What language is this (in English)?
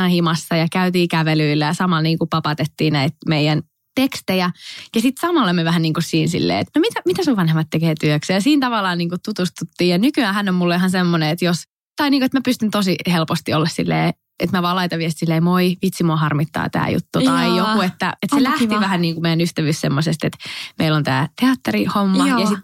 Finnish